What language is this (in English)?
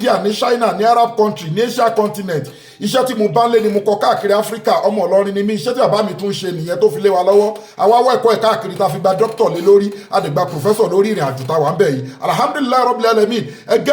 Yoruba